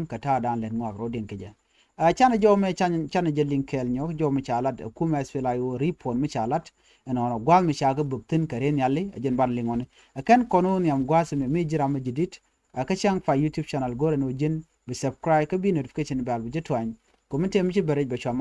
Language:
Nuer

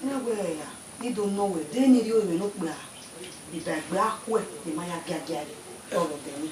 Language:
Bini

